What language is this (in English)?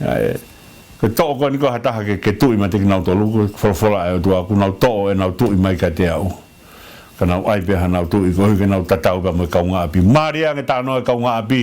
Tongan